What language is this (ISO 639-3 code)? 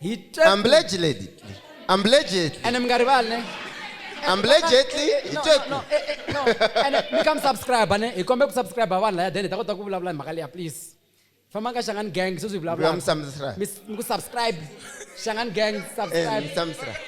tso